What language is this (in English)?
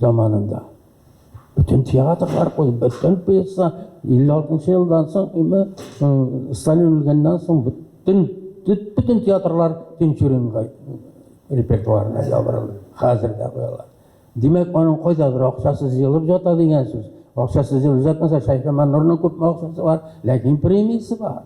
Tatar